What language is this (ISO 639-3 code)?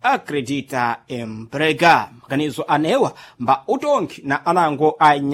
seh